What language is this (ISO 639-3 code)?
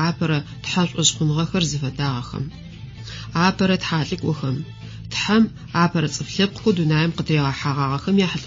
ady